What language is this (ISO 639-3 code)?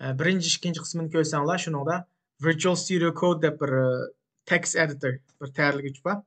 uig